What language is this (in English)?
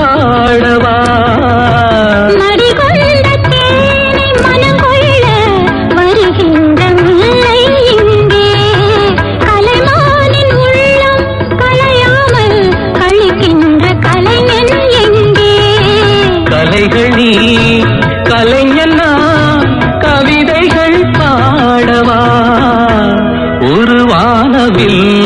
Tamil